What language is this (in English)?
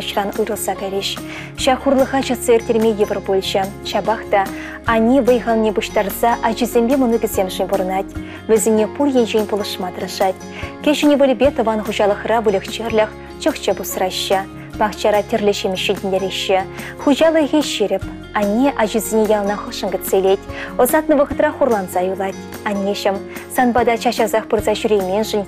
Chuvash